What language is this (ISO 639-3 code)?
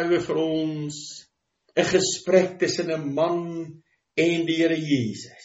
afr